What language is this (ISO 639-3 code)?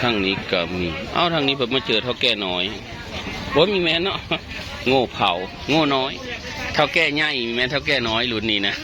tts